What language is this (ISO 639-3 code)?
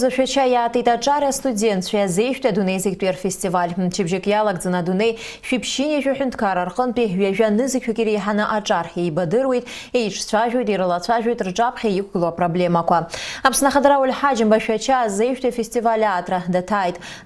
abk